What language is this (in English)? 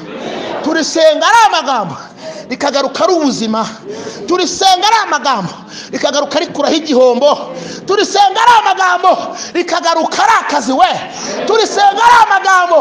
Kinyarwanda